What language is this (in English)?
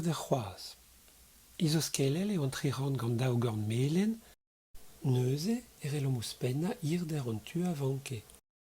Breton